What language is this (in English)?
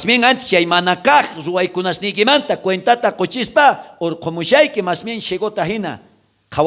South Bolivian Quechua